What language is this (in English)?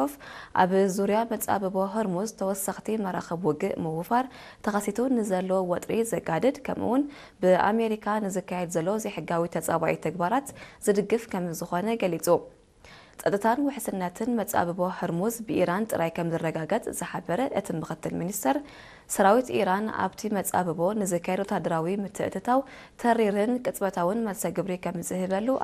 Tigrinya